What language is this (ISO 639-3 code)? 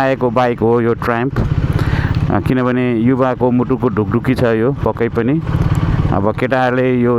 nep